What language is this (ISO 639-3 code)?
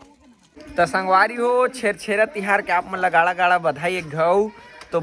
hne